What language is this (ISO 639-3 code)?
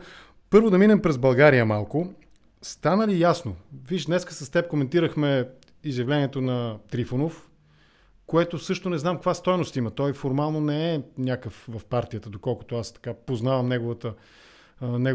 bul